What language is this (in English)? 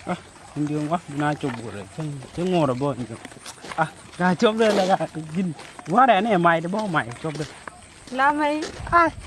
Nuer